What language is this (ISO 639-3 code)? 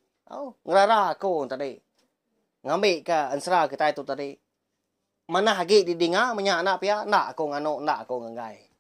iba